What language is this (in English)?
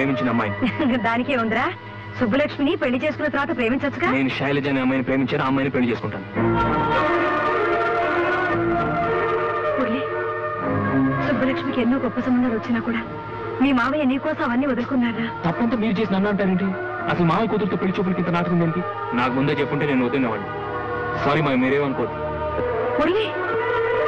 Telugu